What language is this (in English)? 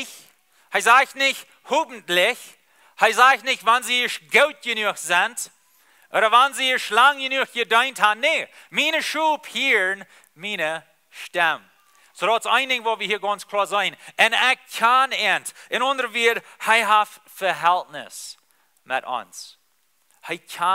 Plautdietsch